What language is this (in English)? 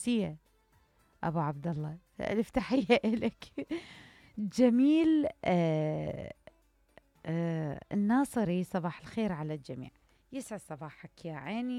Mesopotamian Arabic